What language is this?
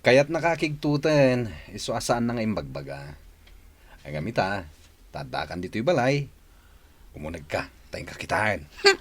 Iloko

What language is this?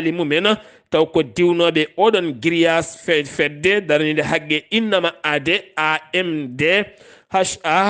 Fula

